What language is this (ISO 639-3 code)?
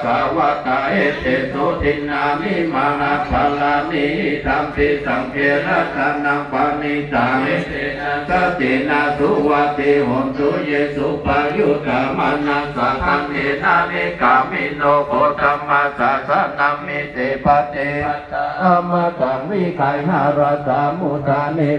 pli